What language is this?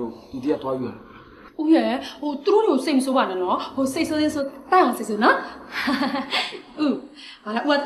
Burmese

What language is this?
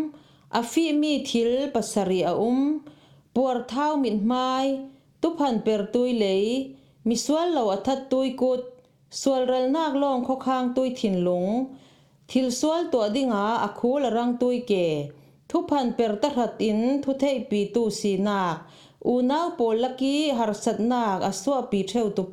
Falam Chin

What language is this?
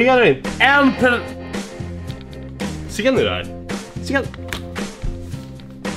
Swedish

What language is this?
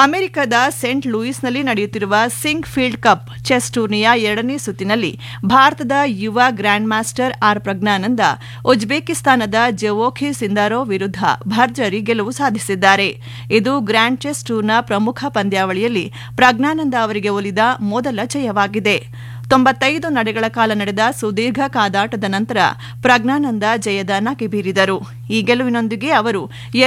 Kannada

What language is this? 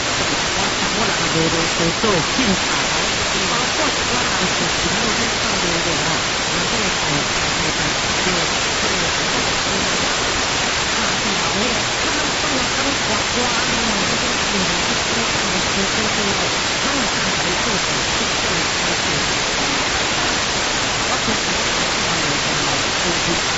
Japanese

